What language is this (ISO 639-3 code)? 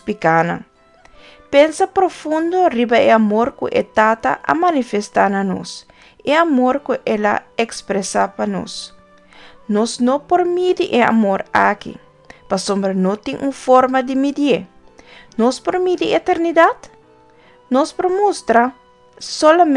pap